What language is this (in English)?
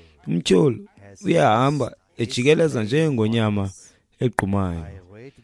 Xhosa